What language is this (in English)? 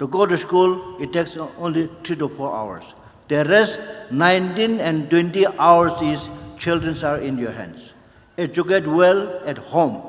Tangkhul Naga (India)